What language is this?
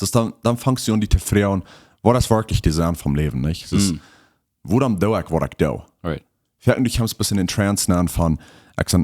Plautdietsch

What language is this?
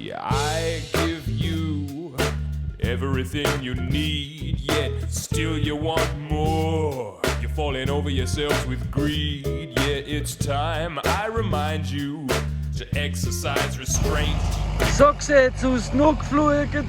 Swiss German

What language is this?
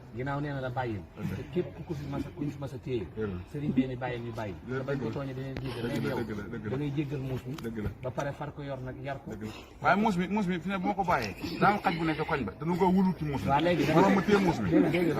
Wolof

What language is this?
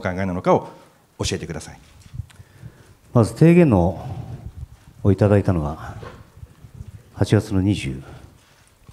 Japanese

